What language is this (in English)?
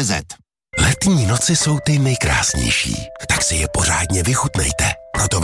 Czech